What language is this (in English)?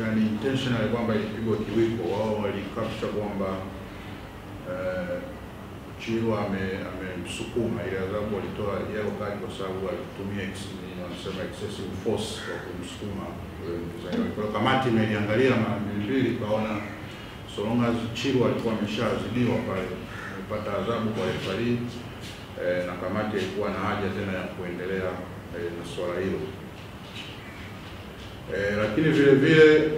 Swahili